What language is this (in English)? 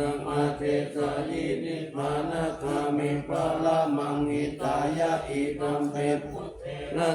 Pali